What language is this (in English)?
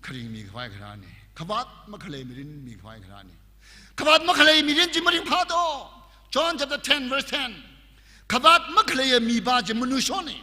Tangkhul Naga (India)